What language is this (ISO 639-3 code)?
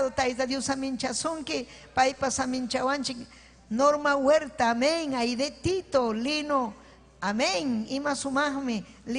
quy